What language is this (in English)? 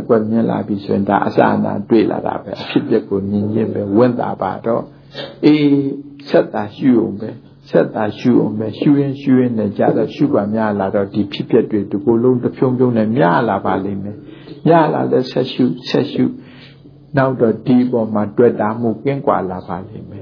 Burmese